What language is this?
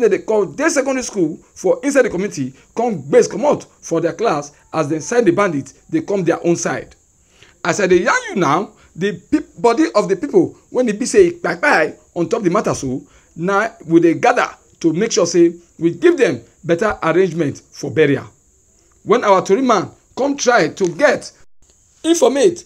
Nigerian Pidgin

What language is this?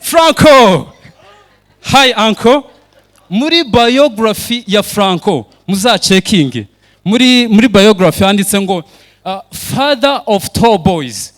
Kinyarwanda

